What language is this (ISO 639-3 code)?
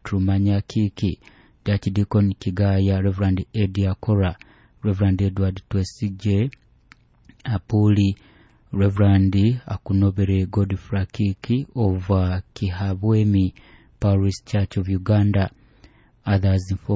nyo